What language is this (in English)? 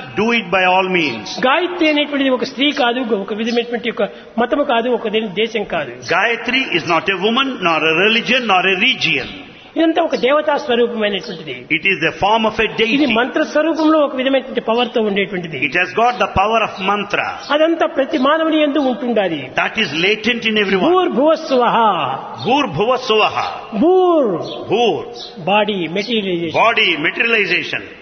Telugu